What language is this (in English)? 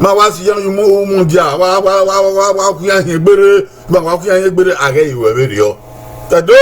Bini